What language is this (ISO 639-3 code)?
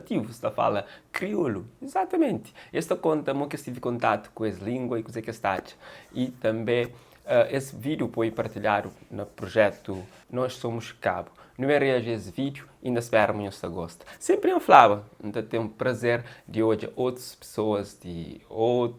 kea